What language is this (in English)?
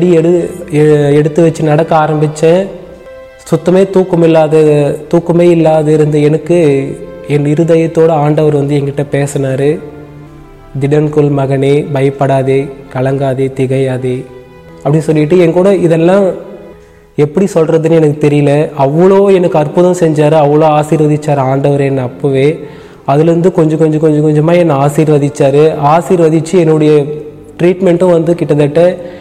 Tamil